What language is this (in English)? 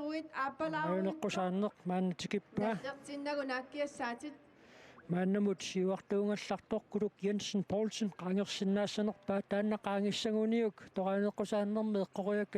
Kalaallisut